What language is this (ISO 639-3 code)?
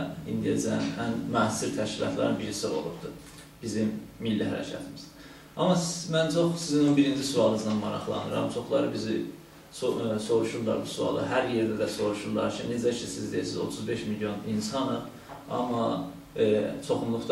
azb